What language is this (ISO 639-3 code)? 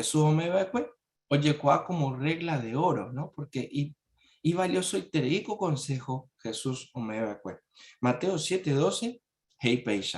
grn